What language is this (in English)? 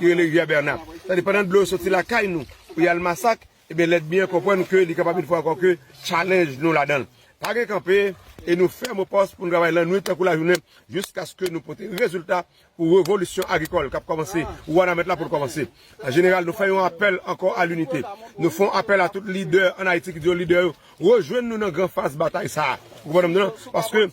Haitian Creole